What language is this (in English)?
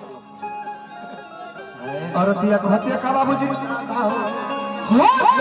Bhojpuri